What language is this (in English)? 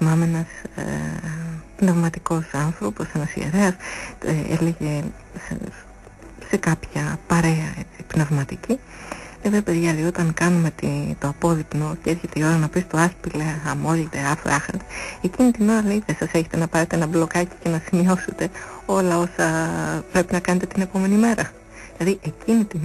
Greek